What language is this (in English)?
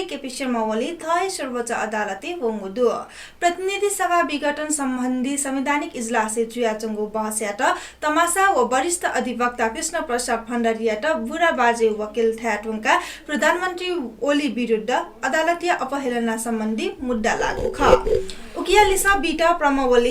Newari